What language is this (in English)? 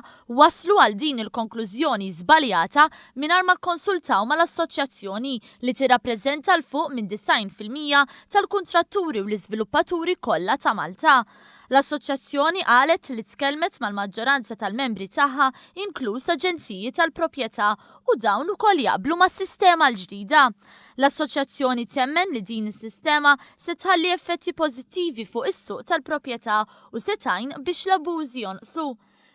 Maltese